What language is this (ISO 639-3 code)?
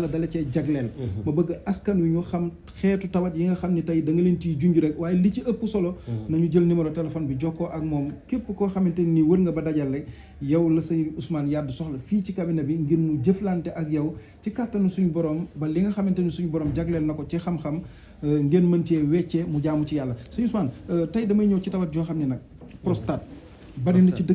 wol